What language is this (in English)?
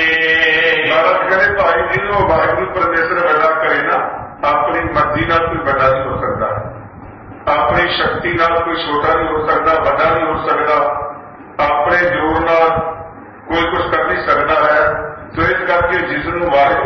Punjabi